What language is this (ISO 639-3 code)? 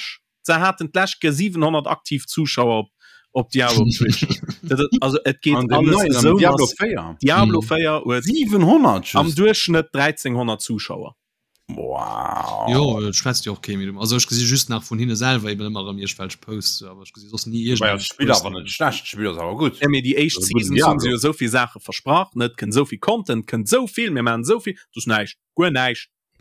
ltz